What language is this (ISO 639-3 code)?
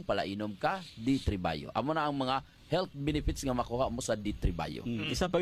hil